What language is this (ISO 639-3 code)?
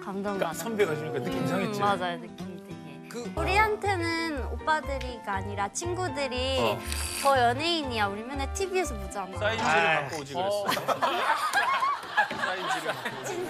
kor